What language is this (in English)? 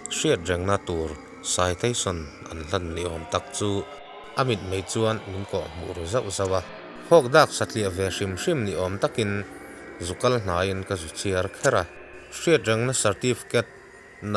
Mizo